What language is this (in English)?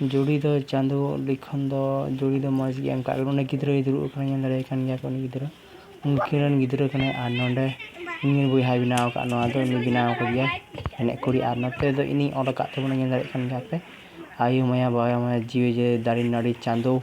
Santali